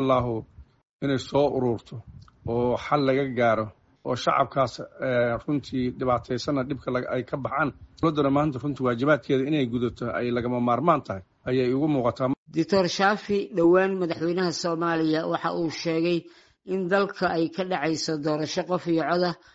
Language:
Somali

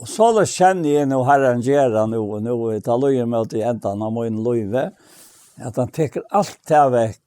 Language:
Faroese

